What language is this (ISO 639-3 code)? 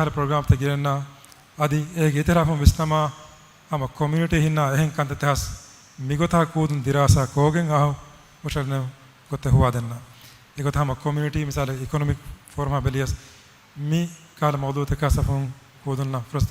div